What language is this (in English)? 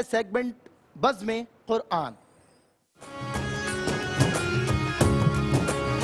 Urdu